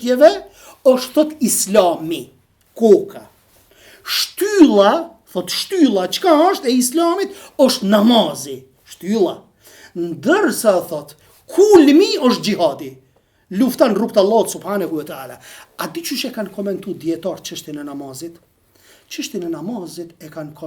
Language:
Albanian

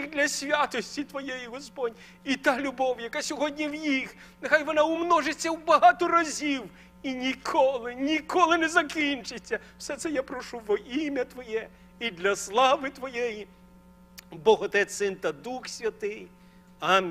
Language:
Ukrainian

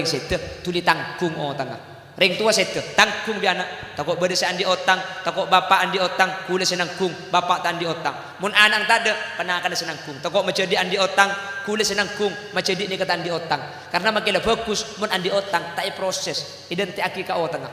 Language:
Madurese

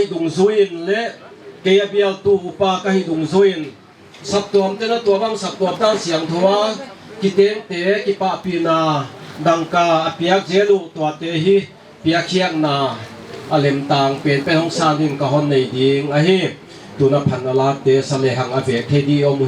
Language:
Paite Chin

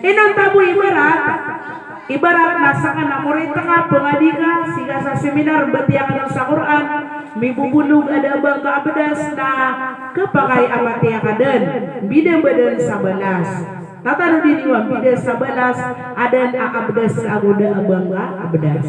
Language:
Maranao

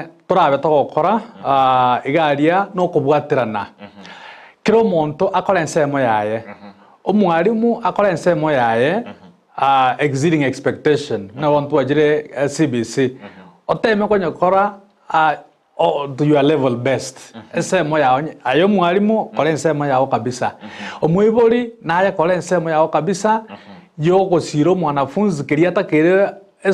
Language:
Gusii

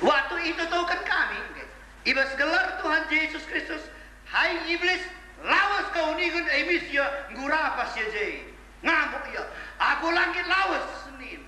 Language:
Batak Karo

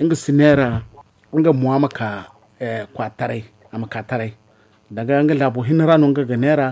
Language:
Zarma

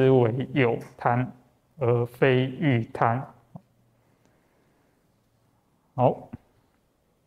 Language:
Chinese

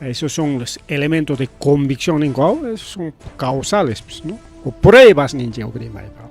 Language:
Ayacucho Quechua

